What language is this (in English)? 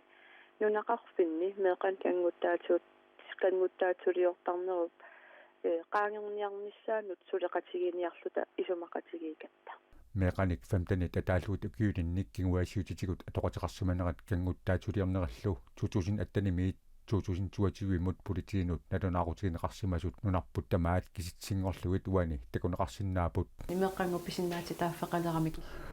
Kalaallisut